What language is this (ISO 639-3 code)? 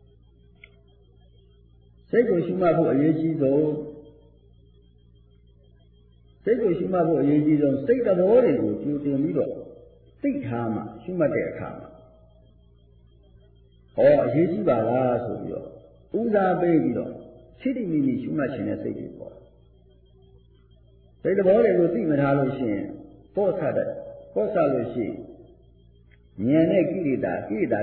mya